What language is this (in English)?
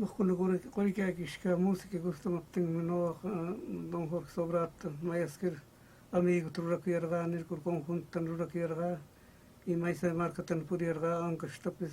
Huamalíes-Dos de Mayo Huánuco Quechua